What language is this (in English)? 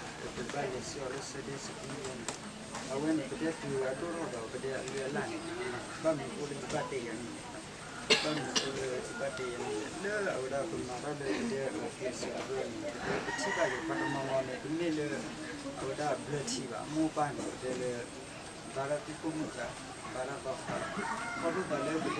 S'gaw Karen